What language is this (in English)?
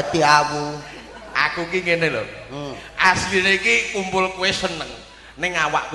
Javanese